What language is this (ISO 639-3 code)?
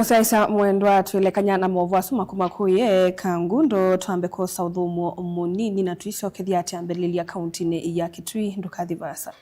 kam